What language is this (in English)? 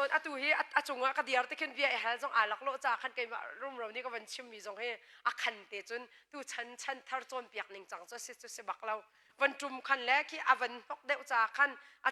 Hakha Chin